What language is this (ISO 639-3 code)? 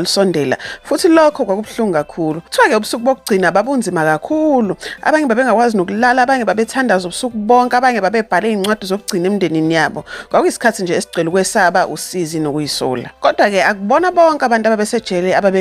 zul